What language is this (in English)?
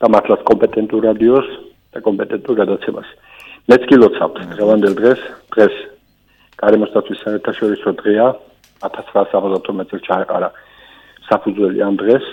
Georgian